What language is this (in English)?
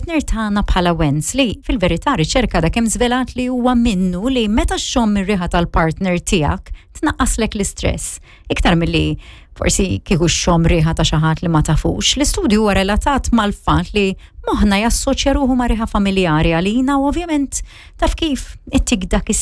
Maltese